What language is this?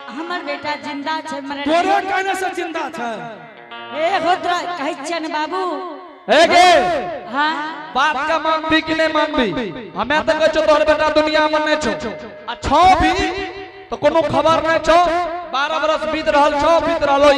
Angika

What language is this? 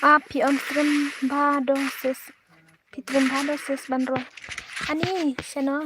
Khasi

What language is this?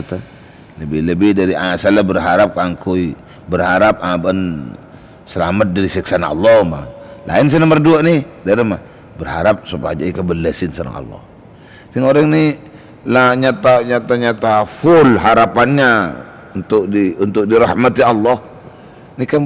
Madurese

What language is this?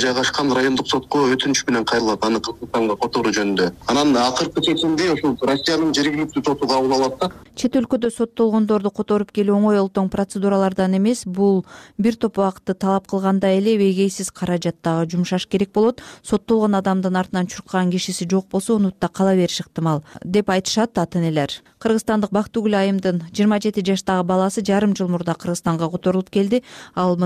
Kyrgyz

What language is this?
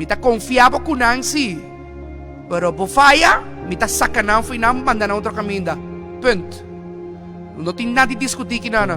Papiamento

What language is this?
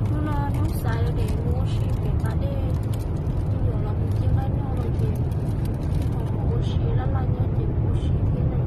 Hmong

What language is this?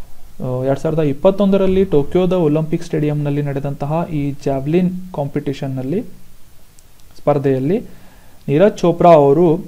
Kannada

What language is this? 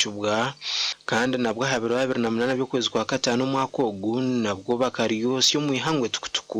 Nyankole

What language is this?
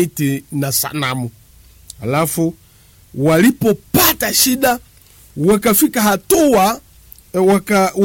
Swahili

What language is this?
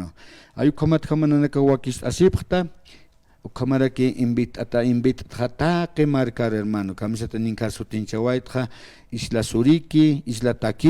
Aymara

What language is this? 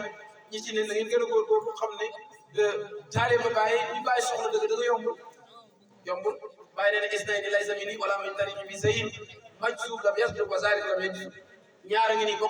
Wolof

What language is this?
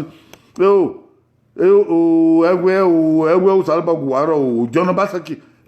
Bini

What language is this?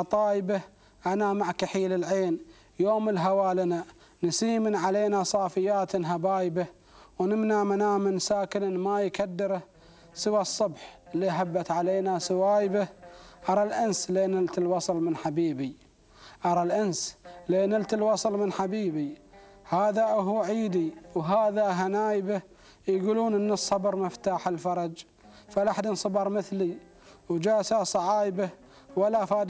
Gulf Arabic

